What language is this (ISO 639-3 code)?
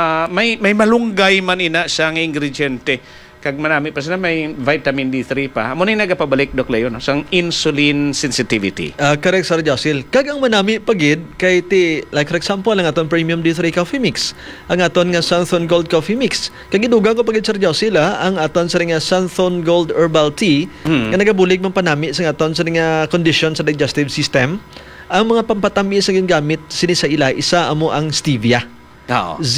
hil